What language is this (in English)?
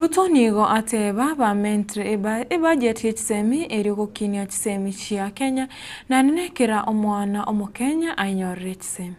Gusii